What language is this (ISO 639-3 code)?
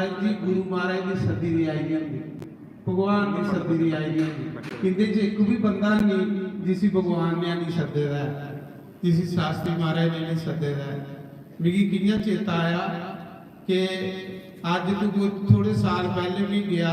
doi